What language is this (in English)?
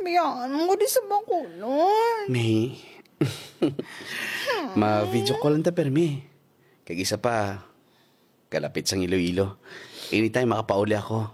Hiligaynon